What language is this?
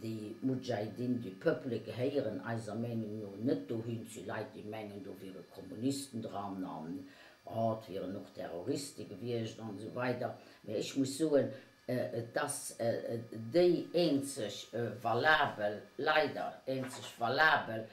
Luxembourgish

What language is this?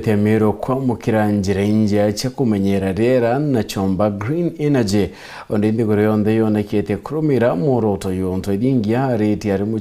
Meru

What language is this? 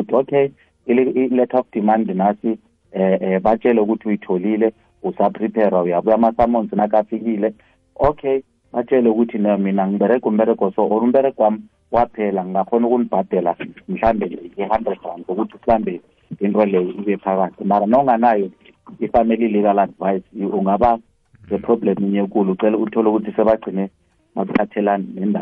South Ndebele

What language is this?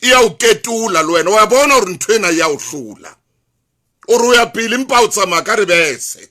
Southern Sotho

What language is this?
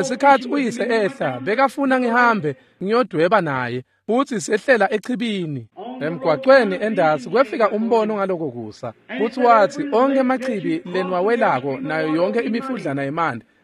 Swati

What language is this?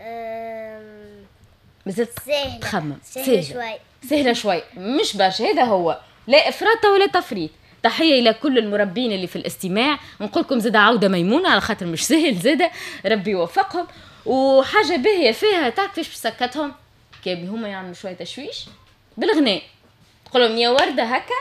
Tunisian Arabic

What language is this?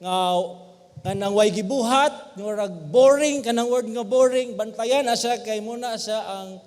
Cebuano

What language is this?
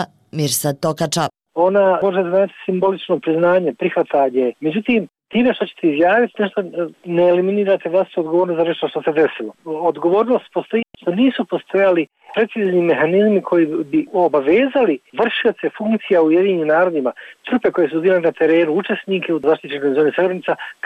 Bosnian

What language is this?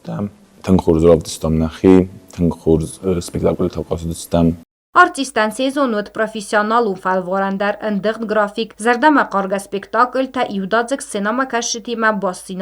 Ossetic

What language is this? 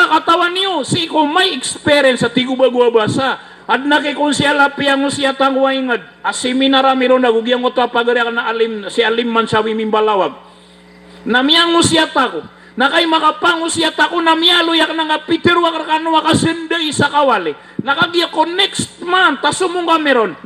Maranao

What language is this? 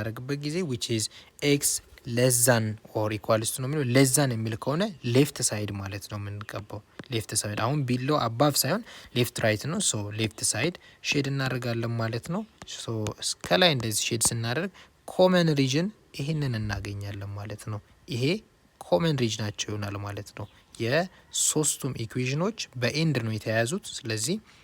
Amharic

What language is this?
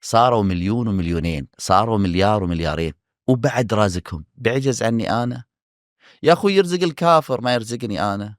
Najdi Arabic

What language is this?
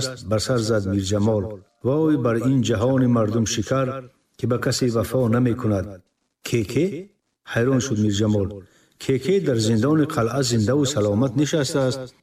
Tajik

